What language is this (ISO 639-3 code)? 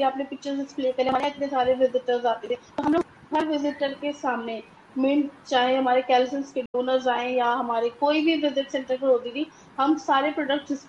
hin